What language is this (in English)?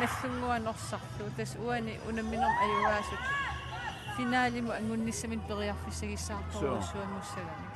Kalaallisut